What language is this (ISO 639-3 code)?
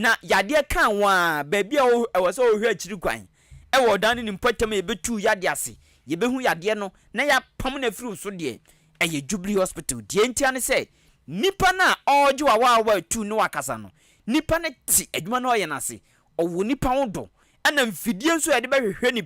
aka